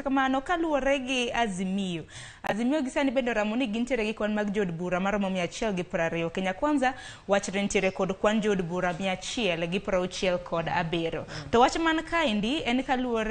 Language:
Luo (Kenya and Tanzania)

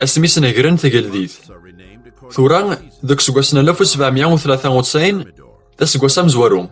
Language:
Kabyle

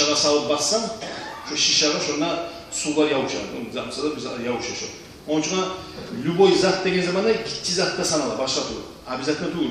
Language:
Kumyk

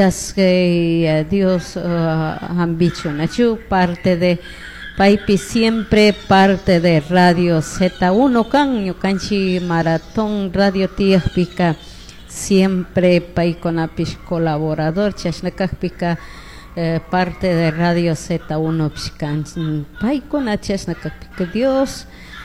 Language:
Chimborazo Highland Quichua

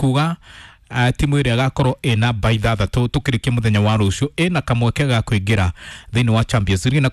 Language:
Kikuyu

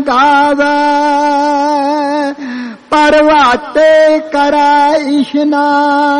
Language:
Punjabi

